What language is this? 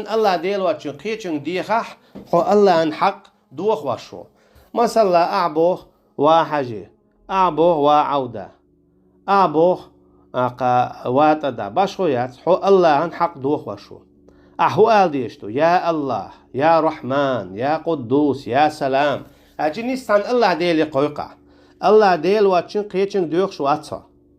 Chechen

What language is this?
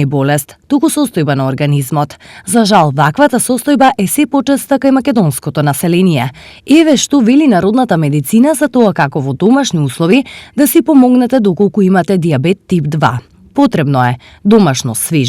Macedonian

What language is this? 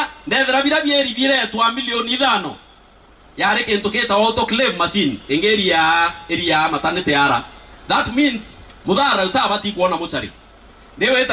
Meru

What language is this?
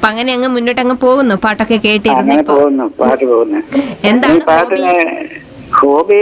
Malayalam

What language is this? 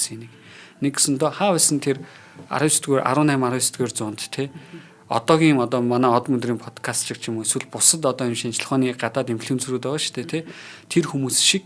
Mongolian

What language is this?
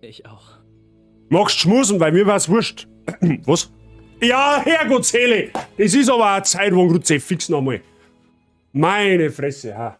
Bavarian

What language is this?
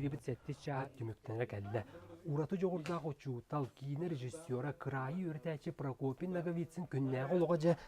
Yakut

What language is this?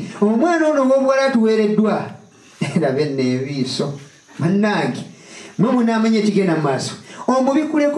Ganda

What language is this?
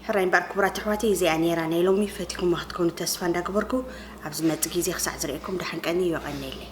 Tigrinya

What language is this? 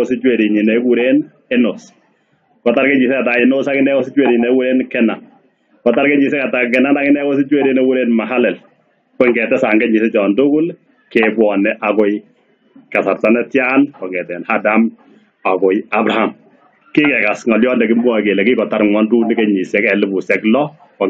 Kalenjin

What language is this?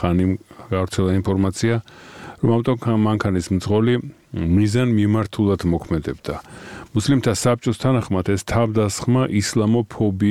Georgian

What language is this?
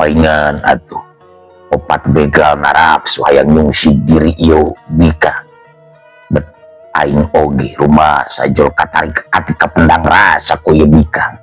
Sundanese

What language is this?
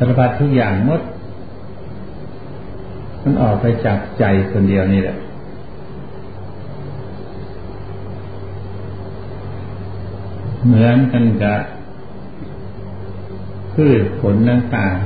Thai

